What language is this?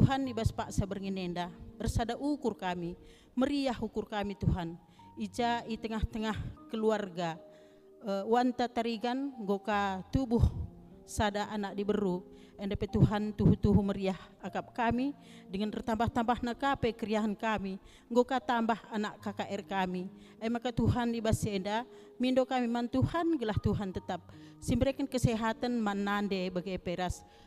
Batak Karo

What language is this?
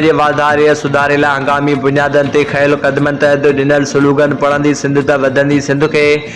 Sindhi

